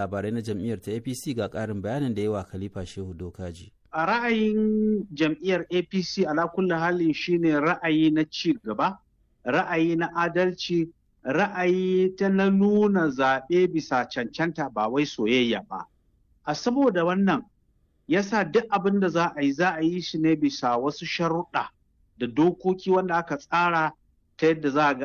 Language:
Hausa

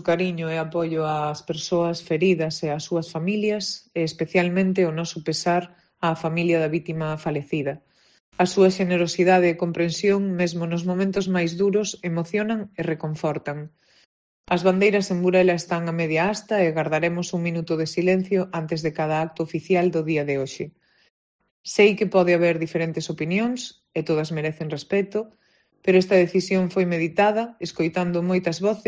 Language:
Galician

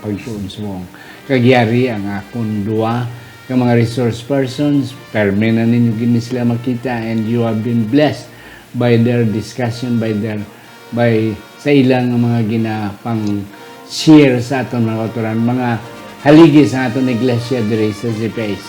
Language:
Hiligaynon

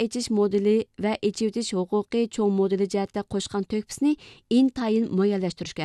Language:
Uyghur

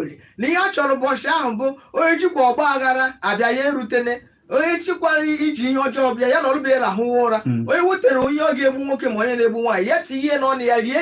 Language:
Igbo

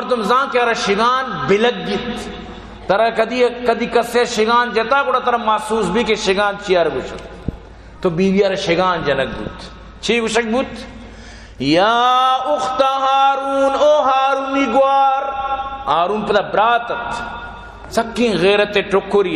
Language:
Baluchi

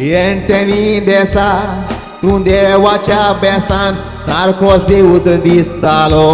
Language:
Konkani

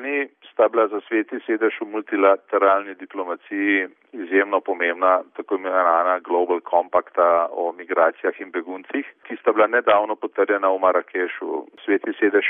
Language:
Slovenian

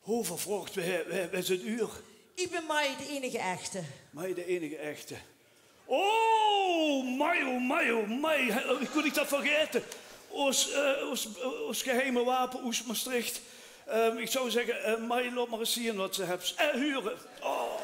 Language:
Limburgish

